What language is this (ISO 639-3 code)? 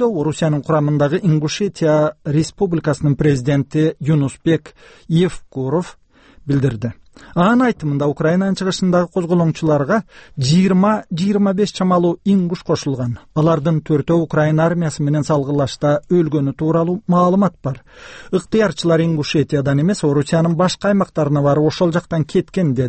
kir